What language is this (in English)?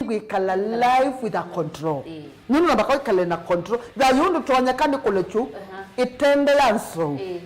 Kamba